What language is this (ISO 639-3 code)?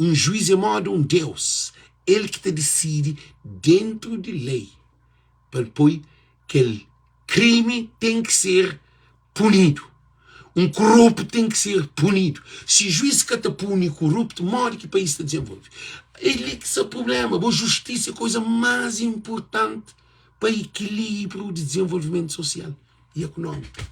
kea